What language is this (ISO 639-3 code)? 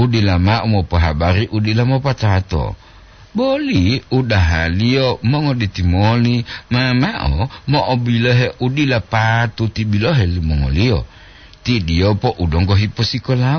gor